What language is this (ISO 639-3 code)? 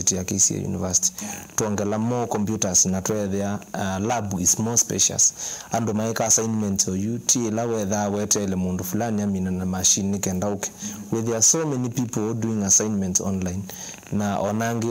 kam